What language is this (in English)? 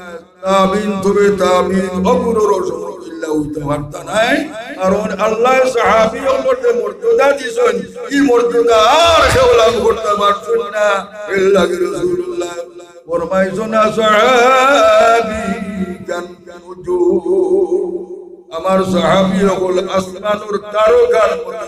Sylheti